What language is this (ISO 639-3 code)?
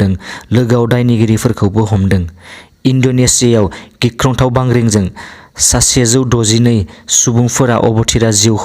brx